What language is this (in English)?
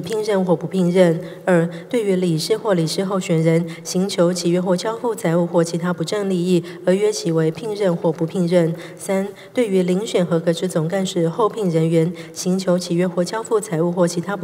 Chinese